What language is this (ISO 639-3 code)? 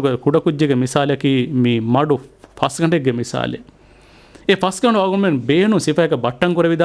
div